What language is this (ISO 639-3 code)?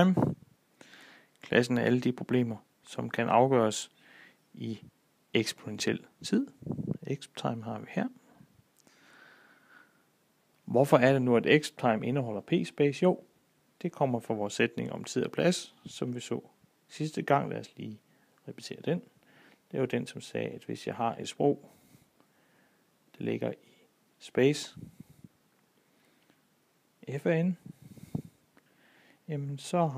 dan